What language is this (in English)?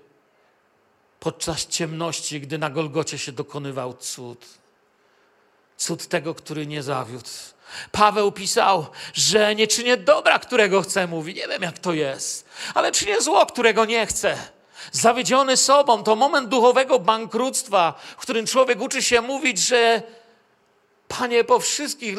Polish